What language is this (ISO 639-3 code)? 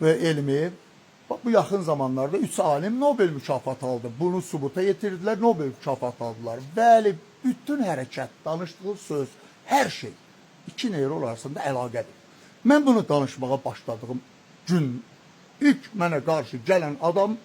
aze